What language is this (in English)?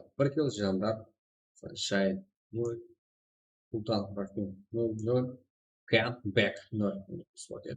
Kara-Kalpak